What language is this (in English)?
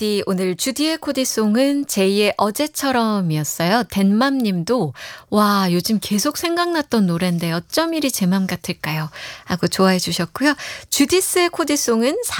Korean